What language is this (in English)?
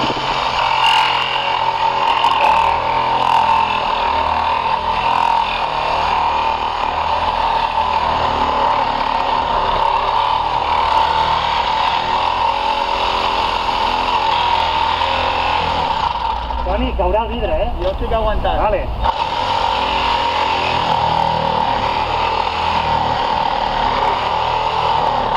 Catalan